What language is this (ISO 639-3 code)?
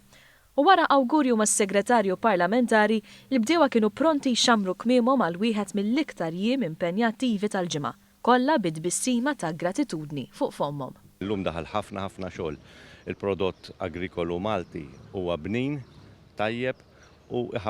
mlt